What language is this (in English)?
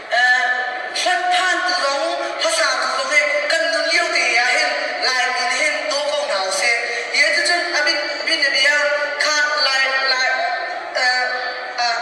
Hakha Chin